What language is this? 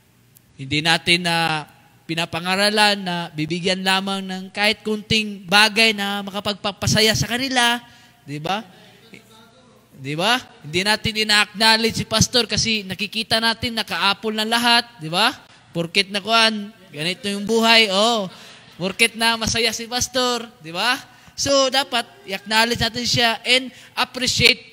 Filipino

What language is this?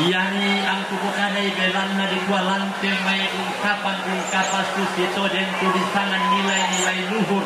Toraja-Sa'dan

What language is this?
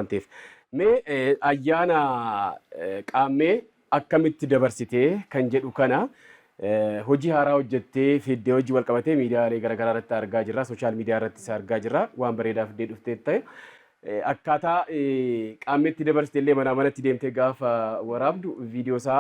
Oromo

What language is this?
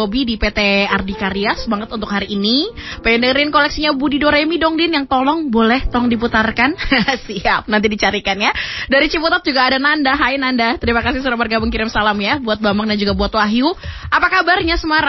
Indonesian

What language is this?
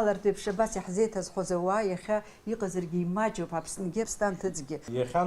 Abkhazian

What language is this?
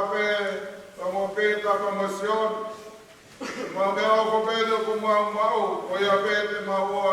Tongan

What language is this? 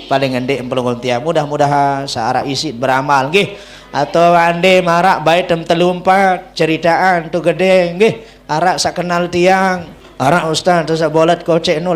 Sasak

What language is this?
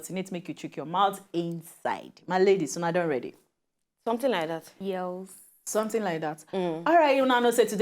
Nigerian Pidgin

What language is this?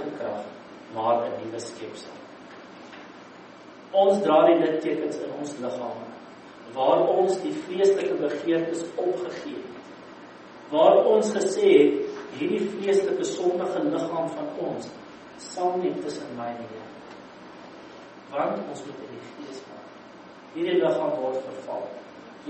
Afrikaans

